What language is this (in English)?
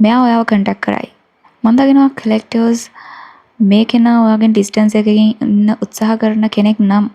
Sinhala